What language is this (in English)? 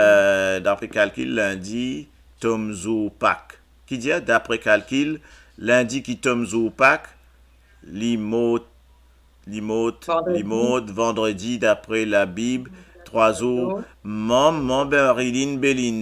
Morisyen